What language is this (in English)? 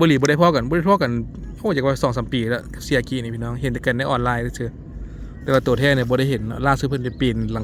Lao